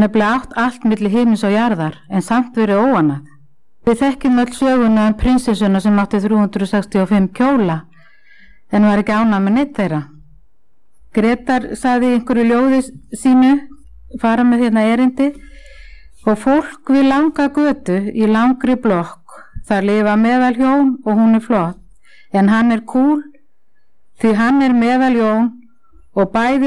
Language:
Icelandic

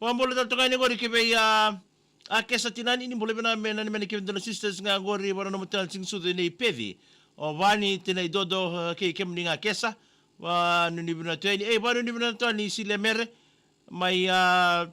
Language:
Fijian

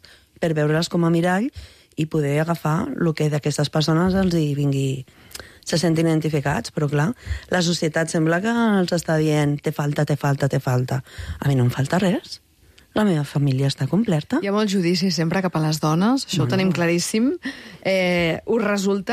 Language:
Catalan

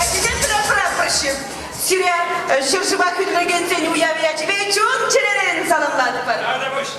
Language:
Chuvash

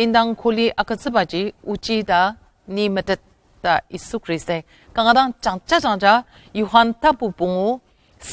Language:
Ao Naga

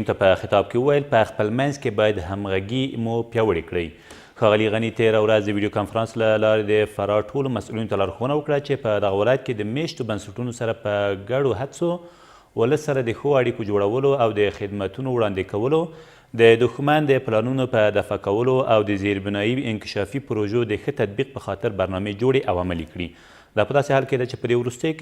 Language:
Pashto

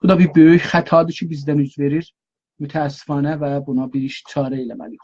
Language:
South Azerbaijani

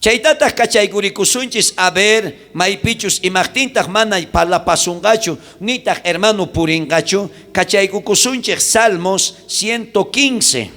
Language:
South Bolivian Quechua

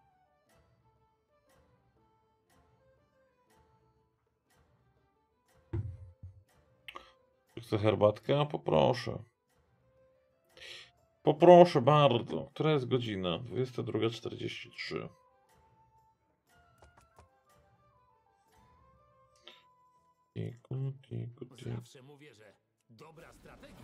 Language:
Polish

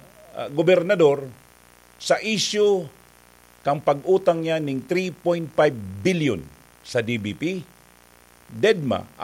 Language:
Bikol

